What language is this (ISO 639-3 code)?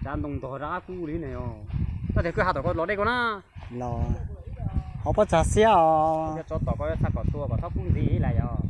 hmn